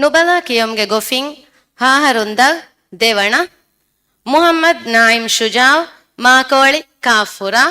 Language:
Divehi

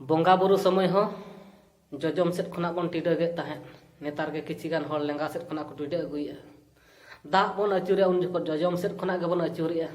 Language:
Santali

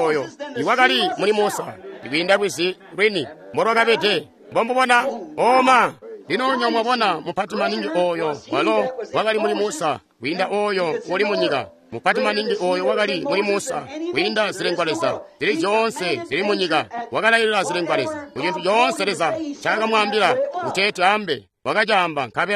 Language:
Tonga (Zambia)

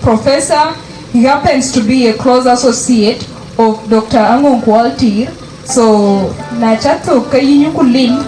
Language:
Dinka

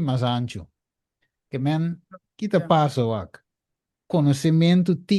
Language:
Papiamento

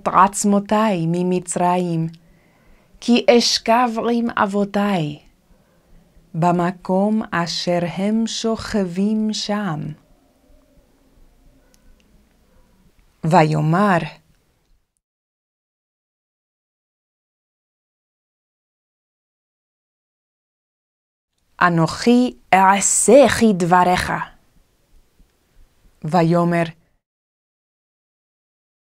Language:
Hebrew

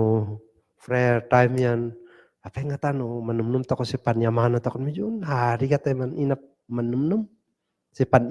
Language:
Kankanaey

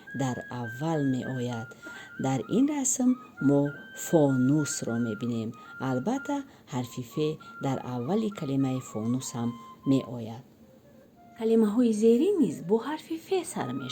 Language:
Tajik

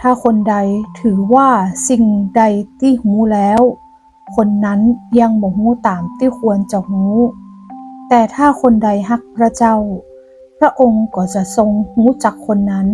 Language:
Northern Thai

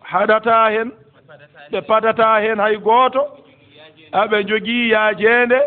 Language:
Fula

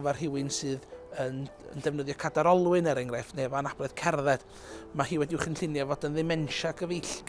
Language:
Welsh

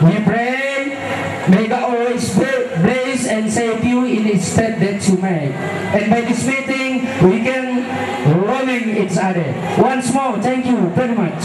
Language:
Toraja-Sa'dan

